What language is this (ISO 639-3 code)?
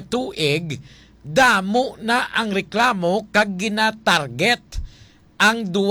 hil